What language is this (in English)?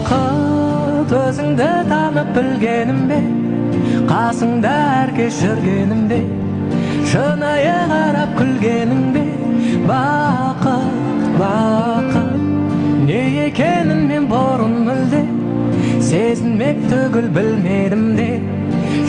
Kara-Kalpak